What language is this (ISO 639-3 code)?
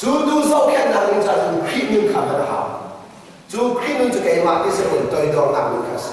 cnh